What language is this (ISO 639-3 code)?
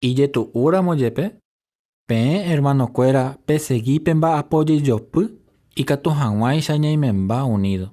grn